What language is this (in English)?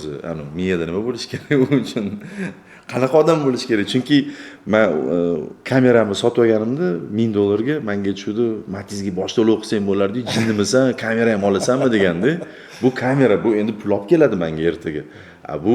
Uzbek